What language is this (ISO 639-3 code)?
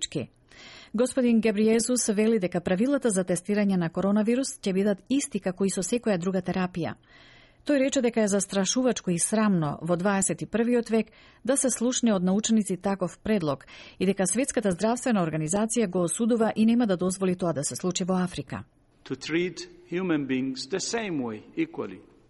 mkd